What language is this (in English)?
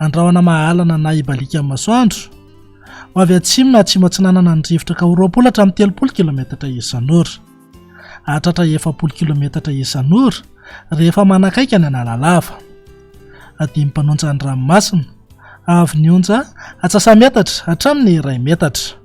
Malagasy